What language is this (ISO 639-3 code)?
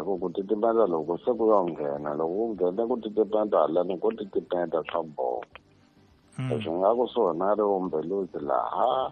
tso